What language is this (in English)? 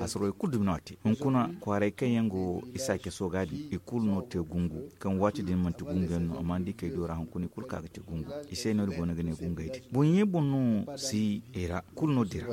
Zarma